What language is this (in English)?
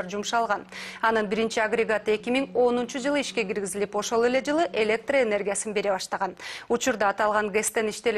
Kyrgyz